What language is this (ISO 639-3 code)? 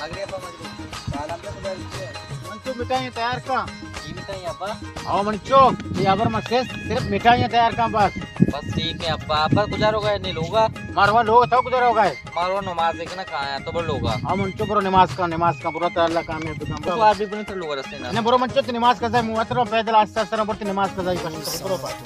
bal